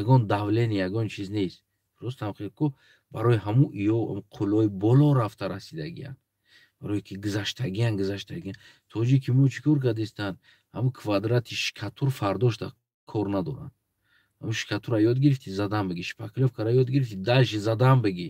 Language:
Tajik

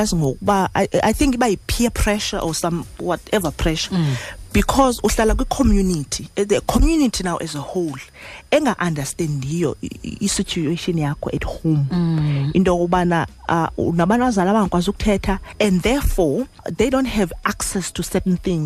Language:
Xhosa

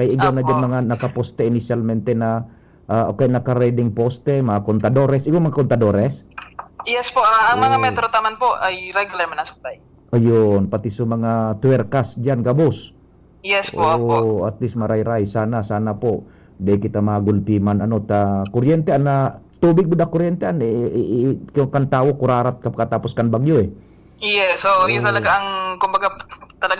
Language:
Bikol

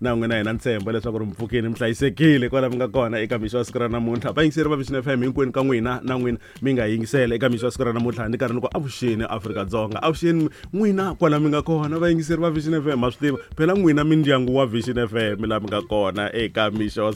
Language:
Tsonga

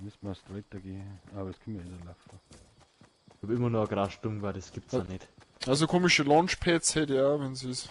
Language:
Bavarian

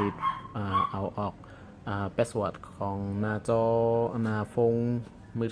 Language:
Shan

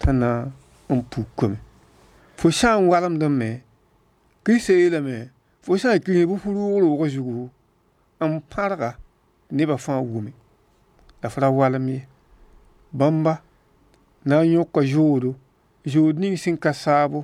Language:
Mossi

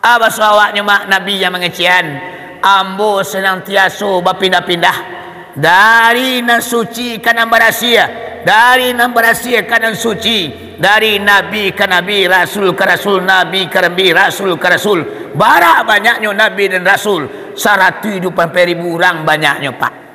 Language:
Minangkabau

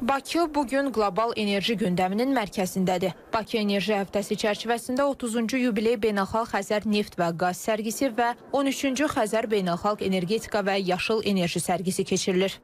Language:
Azerbaijani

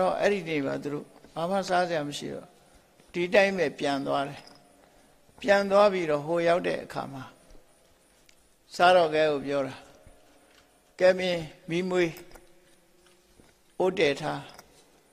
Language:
Burmese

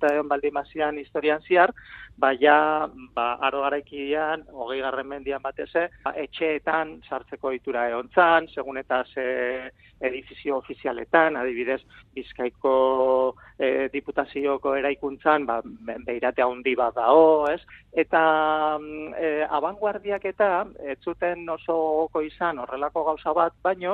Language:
Basque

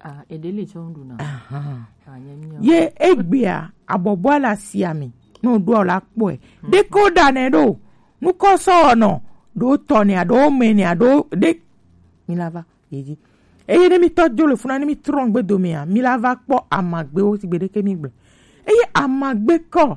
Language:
Gen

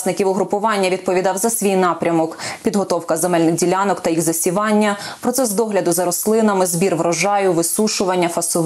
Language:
Ukrainian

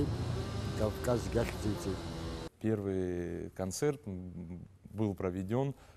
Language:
Abkhazian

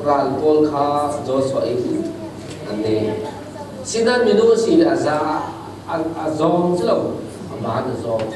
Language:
Falam Chin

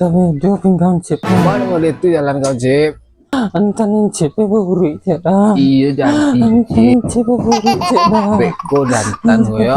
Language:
Minangkabau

